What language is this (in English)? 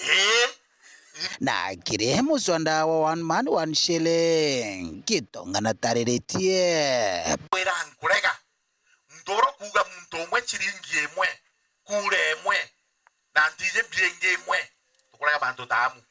Meru